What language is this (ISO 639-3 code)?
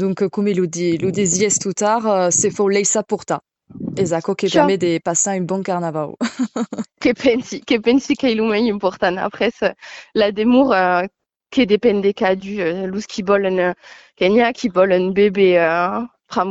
oci